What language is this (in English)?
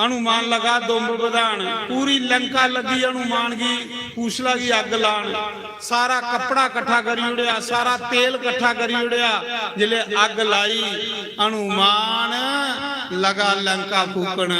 Dogri